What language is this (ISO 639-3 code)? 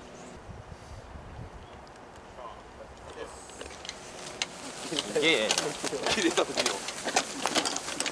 jpn